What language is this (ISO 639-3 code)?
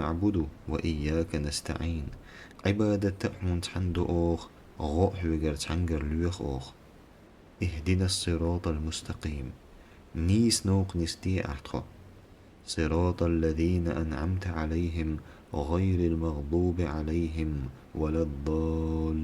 che